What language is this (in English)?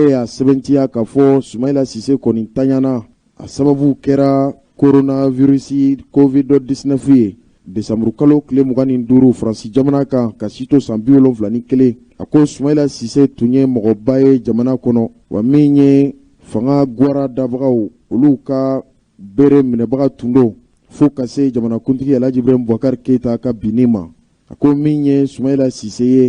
Bambara